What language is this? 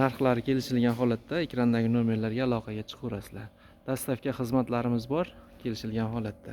Uzbek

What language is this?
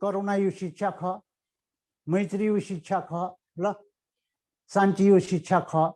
Newari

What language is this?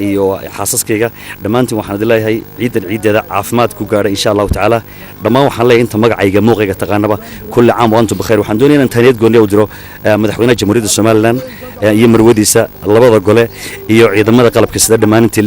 Somali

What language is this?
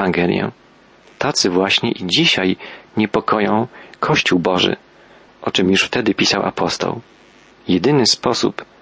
Polish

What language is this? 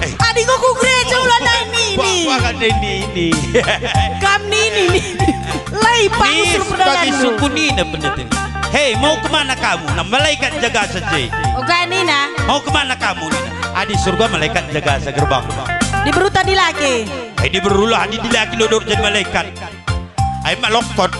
Batak Karo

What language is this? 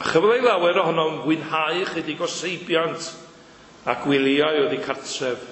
Welsh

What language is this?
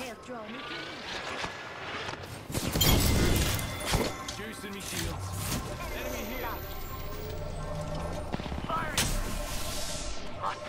English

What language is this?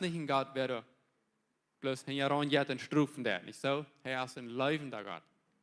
Plautdietsch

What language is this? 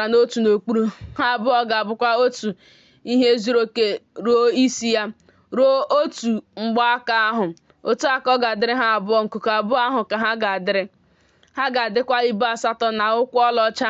Igbo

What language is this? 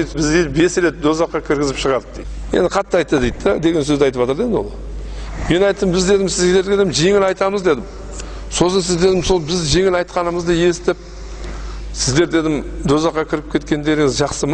Kazakh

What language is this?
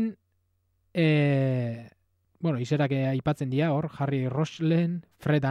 Basque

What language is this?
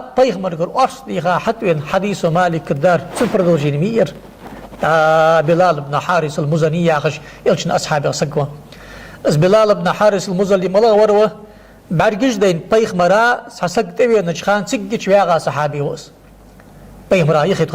Ingush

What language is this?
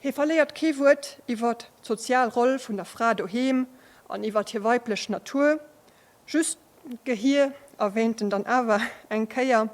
Luxembourgish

